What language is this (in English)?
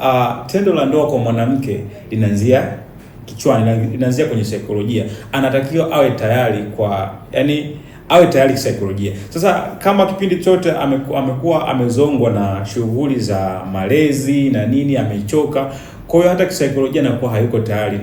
Swahili